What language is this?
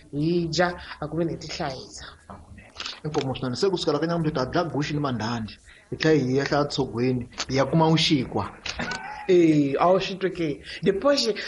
Tsonga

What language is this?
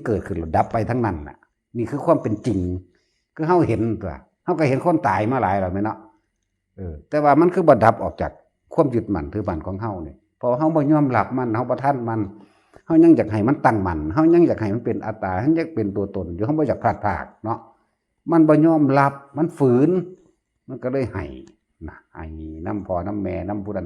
Northeastern Thai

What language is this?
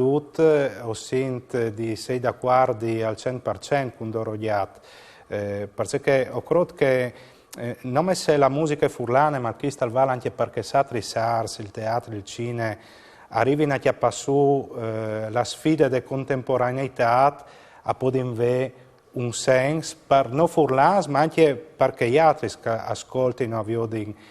Friulian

